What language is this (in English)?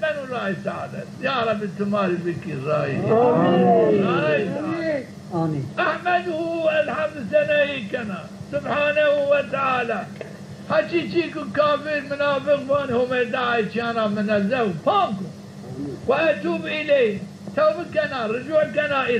Zaza